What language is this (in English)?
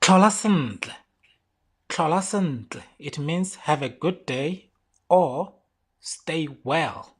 Tswana